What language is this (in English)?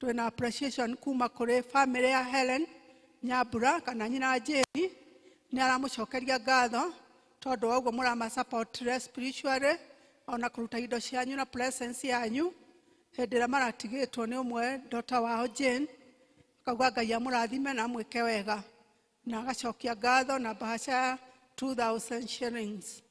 Kikuyu